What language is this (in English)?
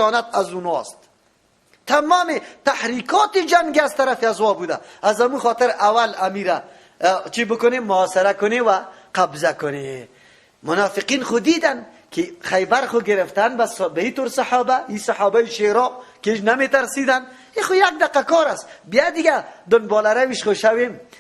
Persian